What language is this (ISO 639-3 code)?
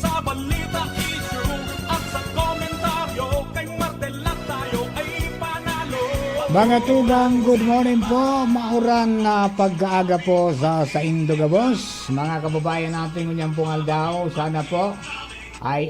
bik